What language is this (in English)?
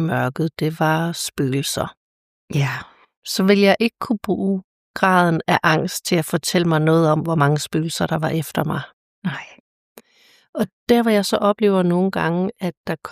Danish